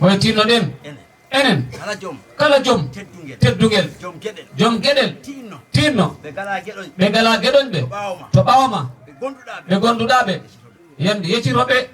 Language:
Fula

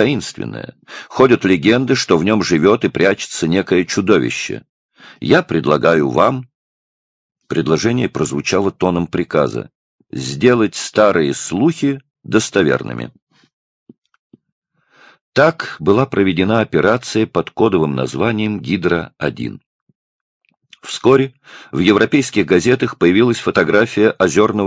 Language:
Russian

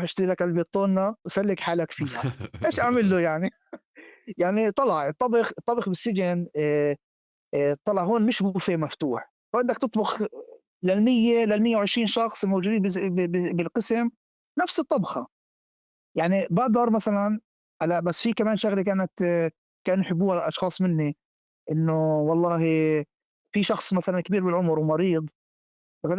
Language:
North Levantine Arabic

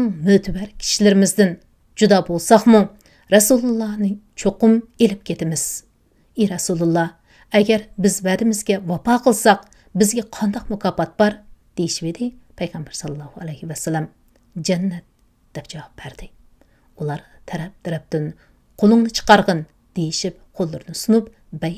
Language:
Uyghur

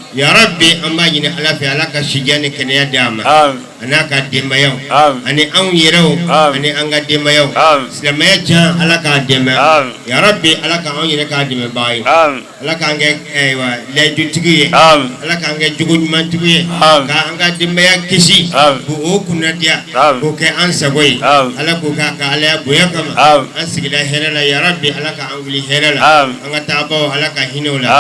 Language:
Bambara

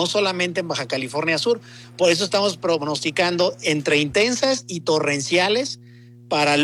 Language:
Spanish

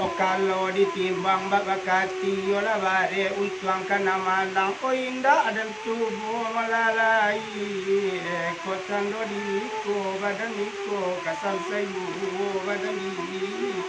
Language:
Minangkabau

